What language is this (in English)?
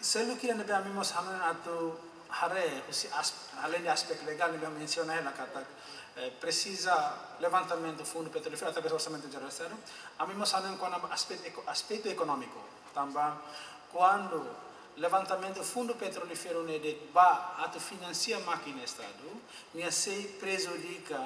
Tetum